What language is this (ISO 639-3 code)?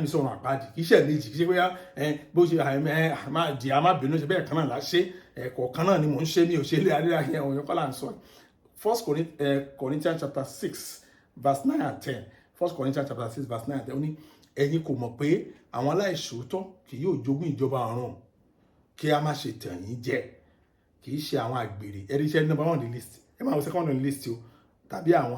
yor